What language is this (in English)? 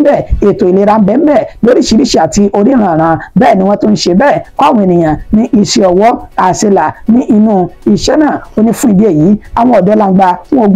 Yoruba